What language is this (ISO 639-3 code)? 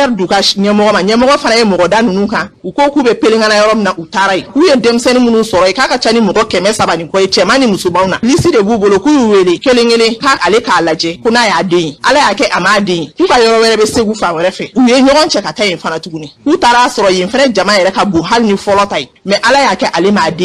bam